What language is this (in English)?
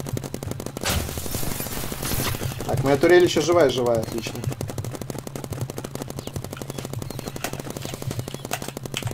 Russian